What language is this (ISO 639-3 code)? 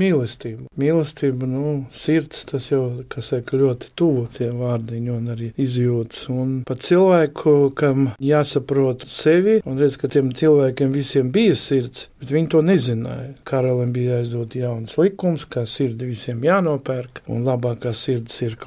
lav